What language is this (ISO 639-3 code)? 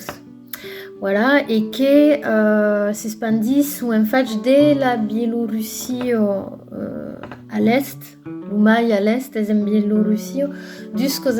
oci